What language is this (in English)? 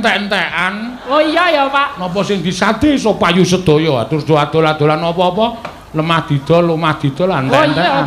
Javanese